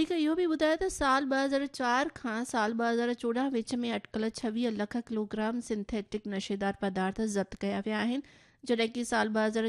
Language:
Sindhi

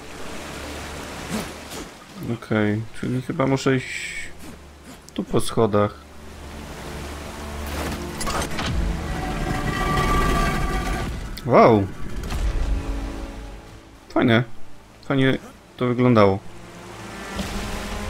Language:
Polish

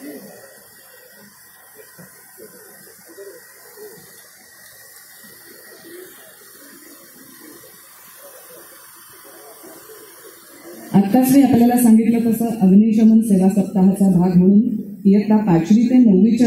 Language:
Marathi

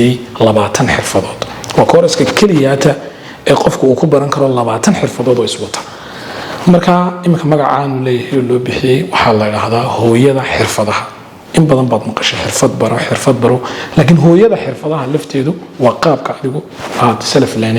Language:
Somali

